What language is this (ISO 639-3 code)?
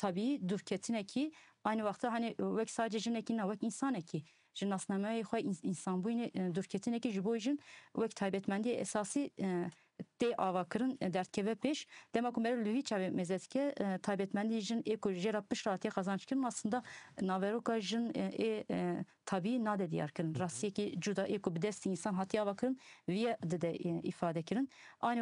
kur